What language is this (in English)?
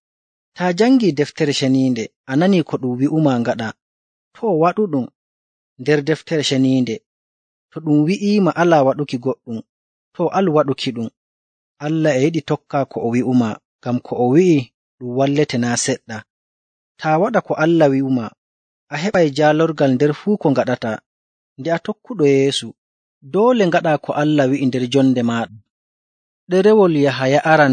Nigerian Fulfulde